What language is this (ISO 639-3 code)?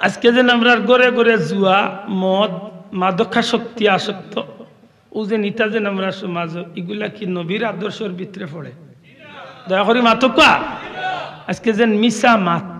syl